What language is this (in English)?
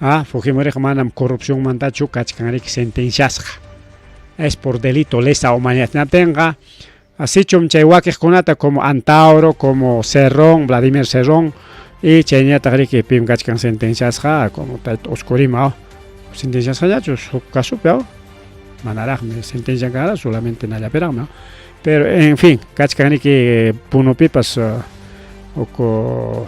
Ayacucho Quechua